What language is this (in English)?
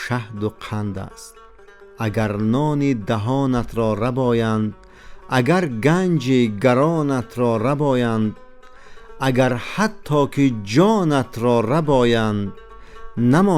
Tajik